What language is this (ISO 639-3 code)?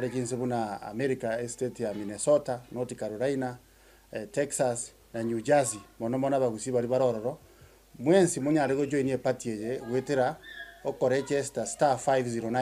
guz